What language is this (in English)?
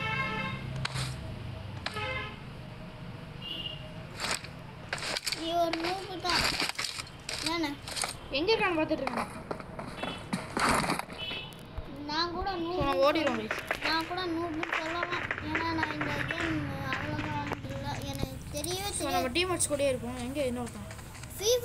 Tamil